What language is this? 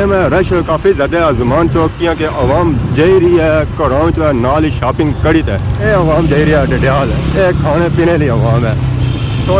Pahari-Potwari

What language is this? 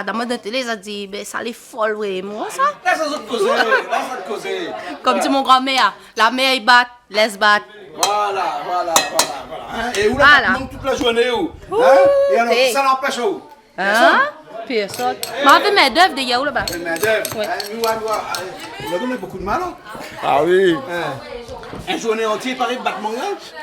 Réunion Creole French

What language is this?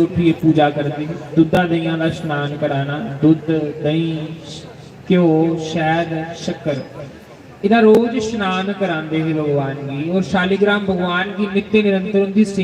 Dogri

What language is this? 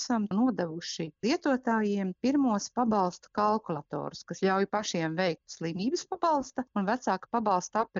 Latvian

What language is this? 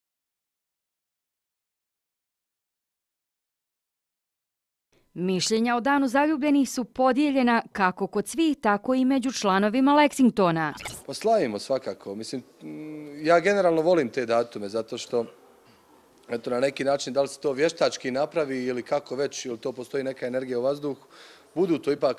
Bosnian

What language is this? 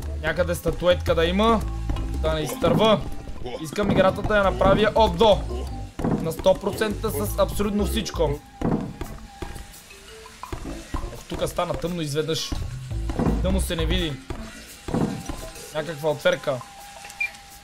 Bulgarian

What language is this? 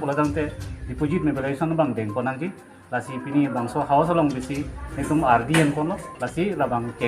Karbi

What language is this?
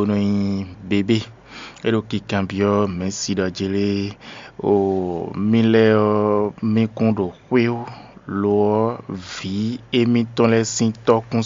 Fon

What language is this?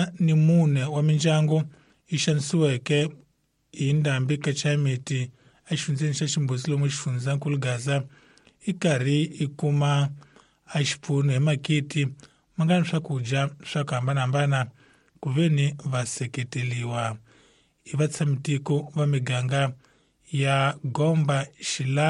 Tsonga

